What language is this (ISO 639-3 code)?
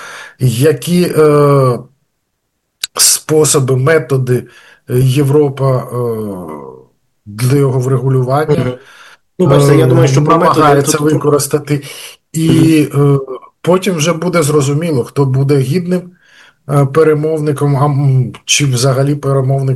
ukr